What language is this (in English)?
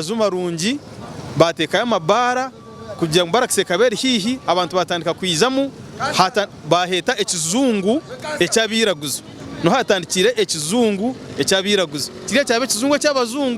Nyankole